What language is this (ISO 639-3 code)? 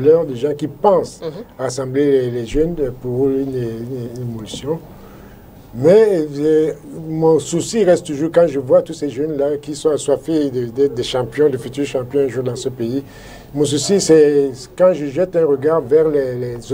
fra